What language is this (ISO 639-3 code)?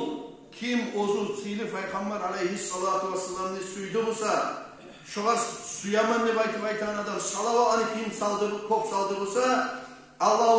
kum